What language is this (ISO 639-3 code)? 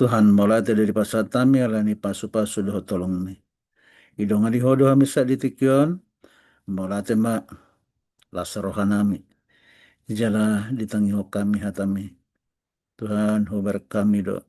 bbc